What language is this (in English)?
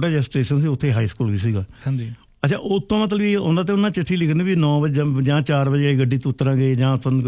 Punjabi